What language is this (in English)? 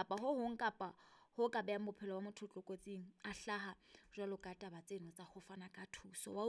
Southern Sotho